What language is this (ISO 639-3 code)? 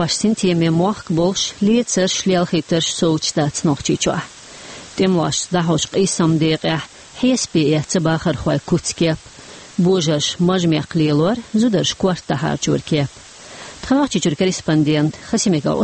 che